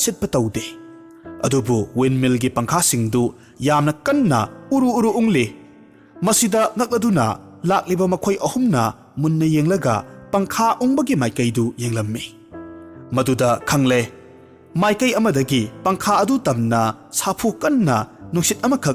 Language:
Manipuri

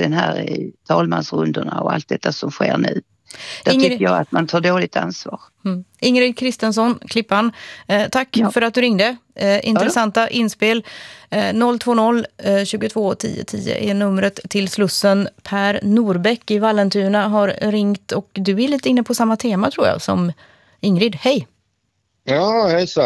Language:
Swedish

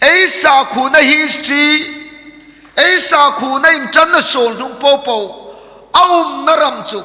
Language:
Hmar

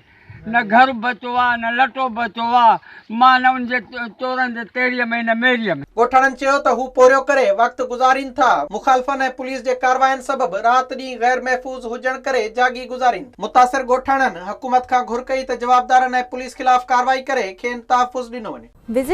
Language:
Sindhi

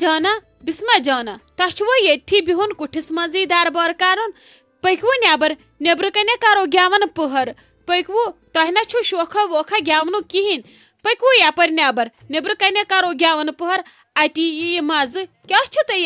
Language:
Kashmiri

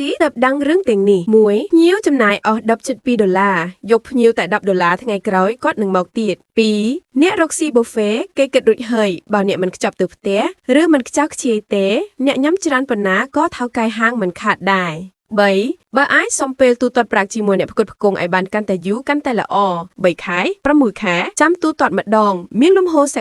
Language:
Khmer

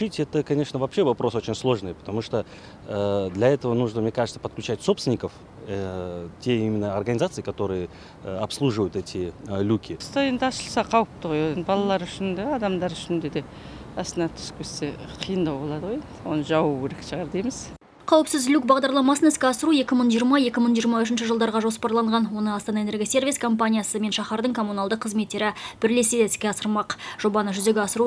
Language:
Kazakh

